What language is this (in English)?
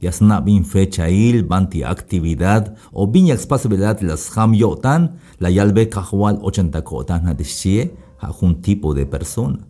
Tzeltal